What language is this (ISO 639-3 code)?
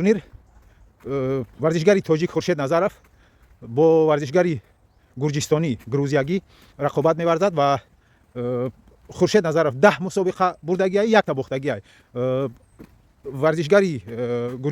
tgk